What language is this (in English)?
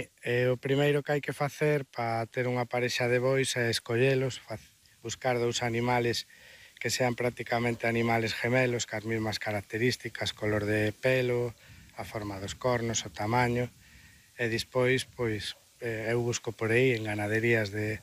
Galician